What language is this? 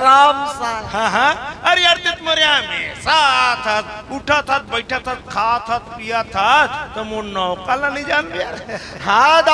Chhattisgarhi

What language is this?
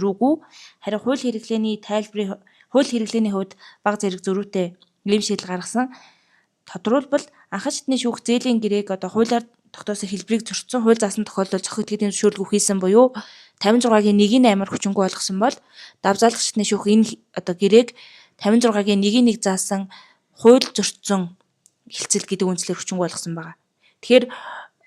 Mongolian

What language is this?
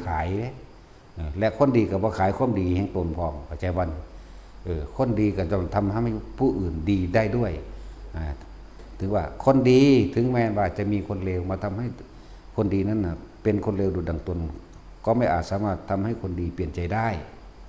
Northeastern Thai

